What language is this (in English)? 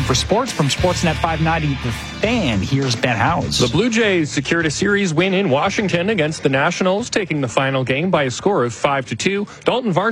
English